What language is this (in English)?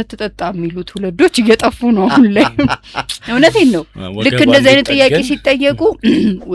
Amharic